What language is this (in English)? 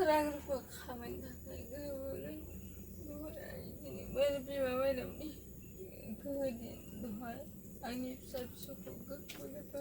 Bodo